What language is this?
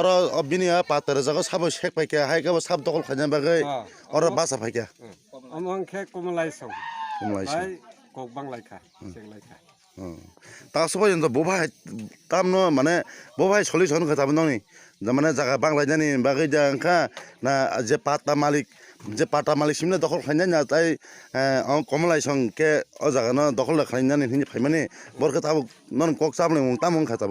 Kok Borok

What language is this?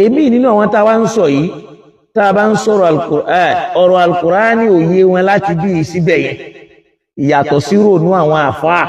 Yoruba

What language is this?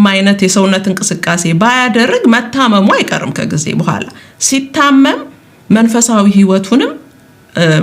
Amharic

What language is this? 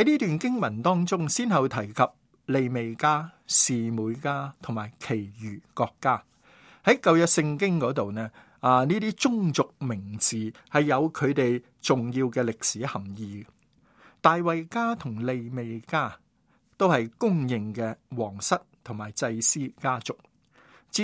Cantonese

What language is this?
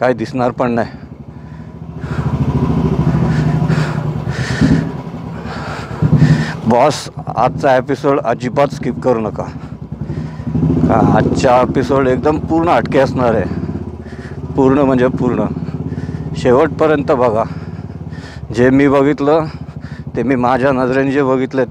Marathi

